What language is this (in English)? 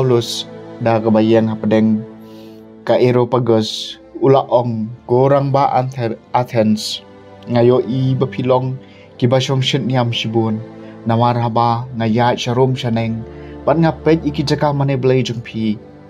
Khasi